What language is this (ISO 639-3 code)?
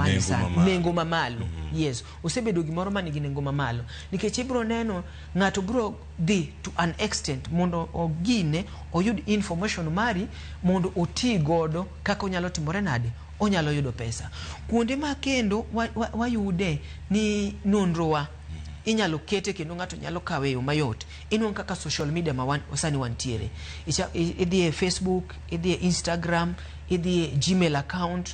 luo